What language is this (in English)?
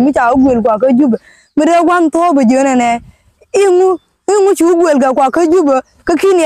Nuer